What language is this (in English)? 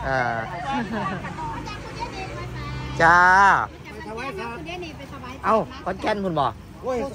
Thai